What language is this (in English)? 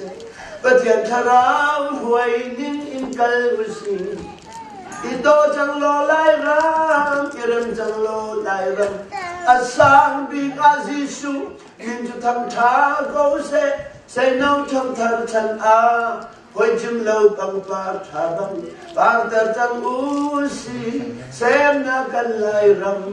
Hakha Chin